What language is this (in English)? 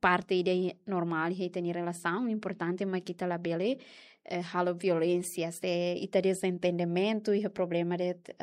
Tetum